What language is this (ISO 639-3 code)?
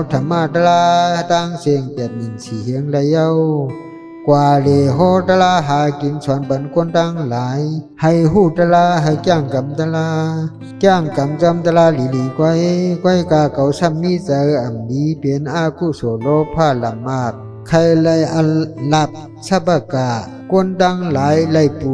shn